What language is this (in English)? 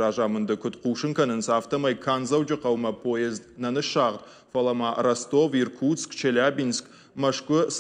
Ossetic